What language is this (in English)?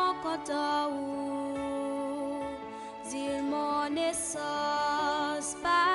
Seselwa Creole French